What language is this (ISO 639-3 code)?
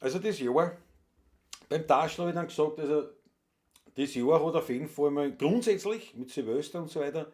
bar